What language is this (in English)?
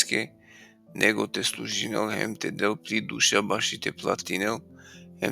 Balkan Romani